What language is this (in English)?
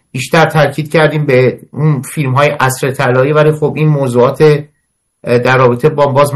Persian